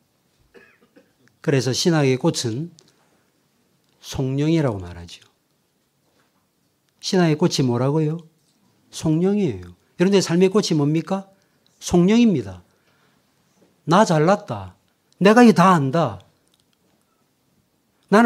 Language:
Korean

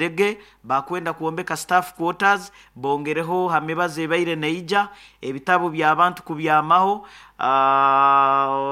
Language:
Nyoro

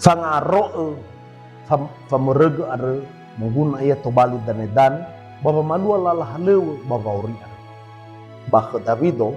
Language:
Nias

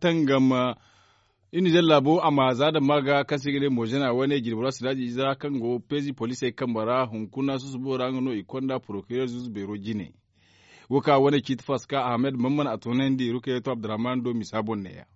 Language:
Zarma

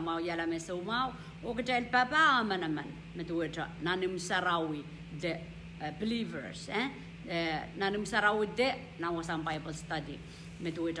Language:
Pohnpeian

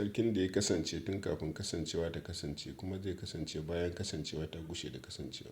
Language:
Hausa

